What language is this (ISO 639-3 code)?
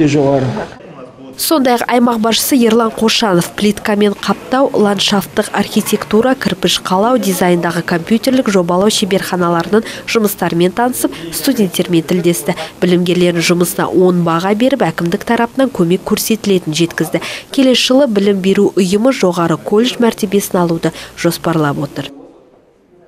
kaz